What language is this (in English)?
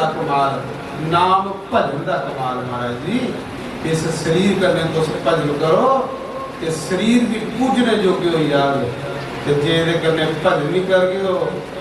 Dogri